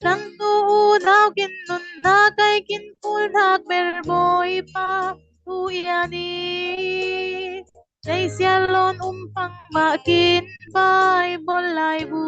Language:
Falam Chin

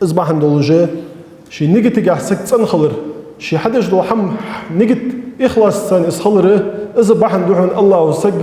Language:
Ingush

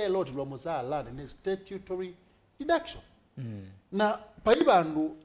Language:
Kamba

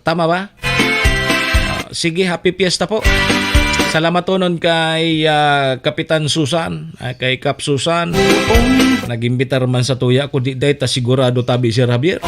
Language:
Bikol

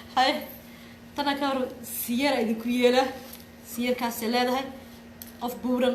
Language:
Somali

